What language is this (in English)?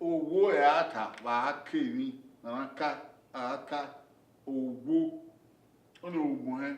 Bini